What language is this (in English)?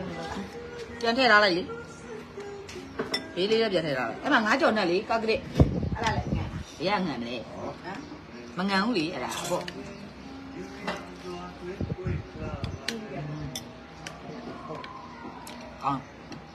Burmese